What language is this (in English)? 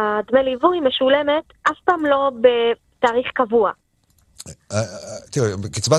Hebrew